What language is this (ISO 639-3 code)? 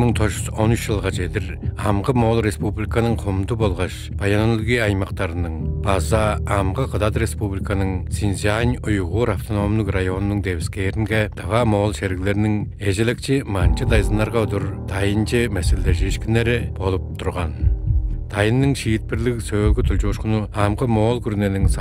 tyv